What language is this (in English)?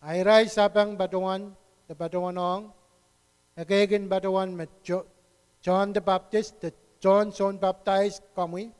Pohnpeian